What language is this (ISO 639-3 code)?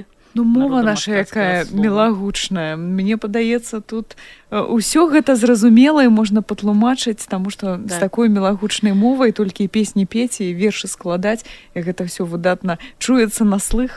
bel